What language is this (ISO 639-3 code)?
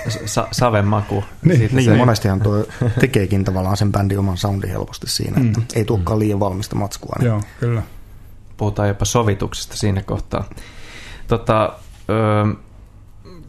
fin